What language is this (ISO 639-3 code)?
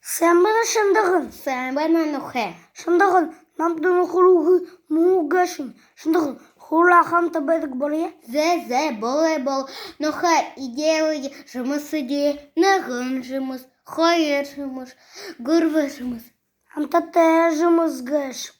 bua